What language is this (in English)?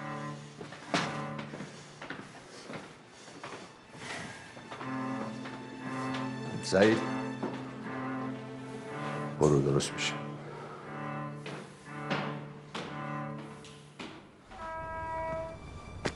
Persian